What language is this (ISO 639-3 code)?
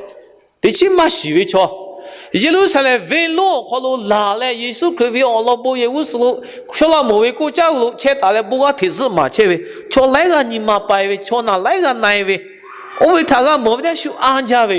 lhu